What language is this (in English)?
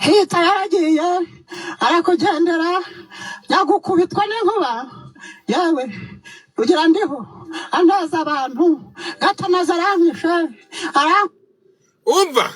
Kinyarwanda